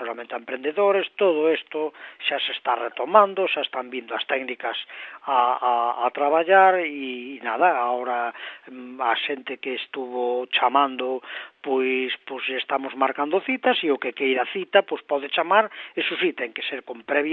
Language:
Galician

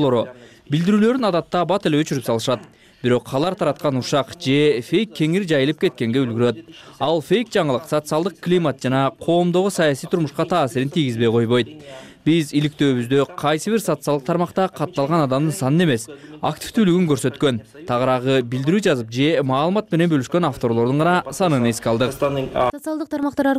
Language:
Kyrgyz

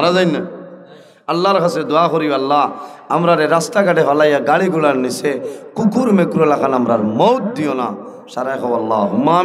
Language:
Sylheti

